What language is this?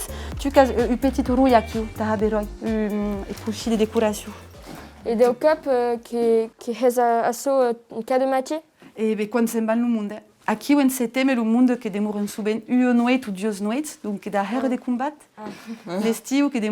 Occitan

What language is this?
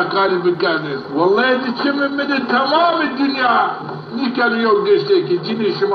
Zaza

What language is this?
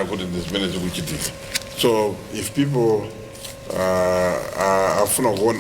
Nyanja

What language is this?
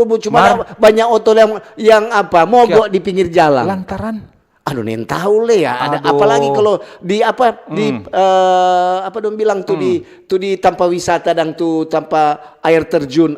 Manado Malay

